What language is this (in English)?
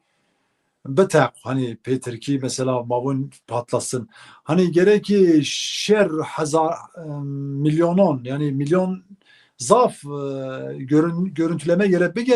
Zaza